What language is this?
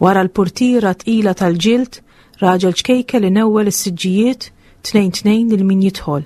Maltese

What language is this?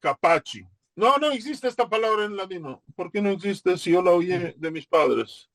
Ladino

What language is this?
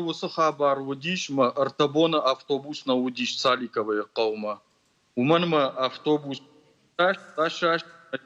Ossetic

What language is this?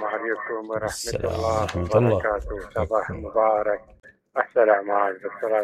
Mesopotamian Arabic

